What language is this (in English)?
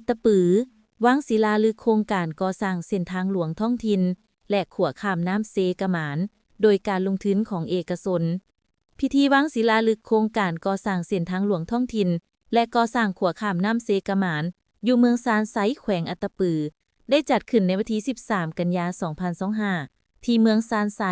Lao